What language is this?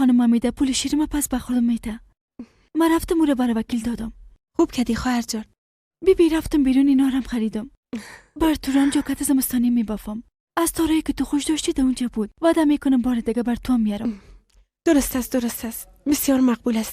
Persian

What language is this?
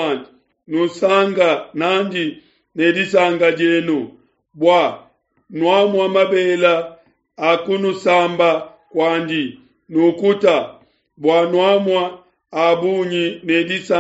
Luba-Lulua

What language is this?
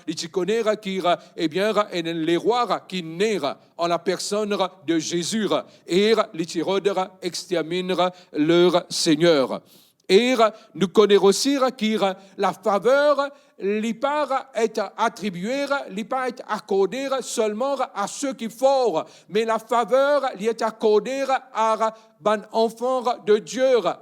Morisyen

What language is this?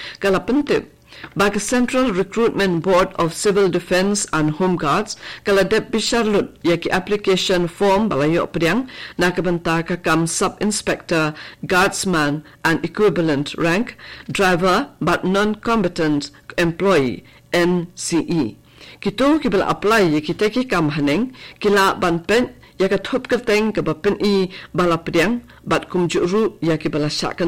Khasi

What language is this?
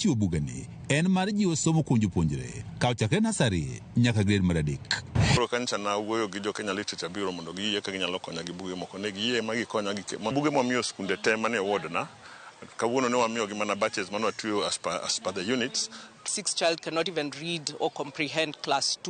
Luo (Kenya and Tanzania)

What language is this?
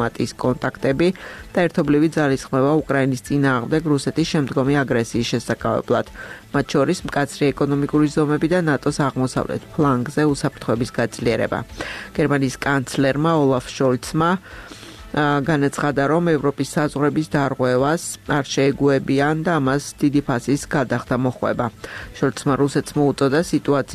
Georgian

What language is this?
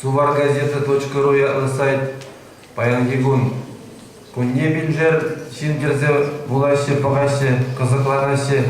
Chuvash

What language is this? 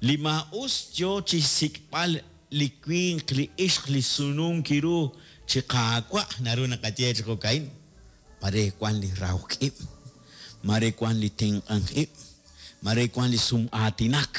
Kekchí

